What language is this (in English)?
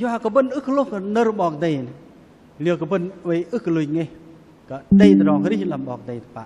Bahnar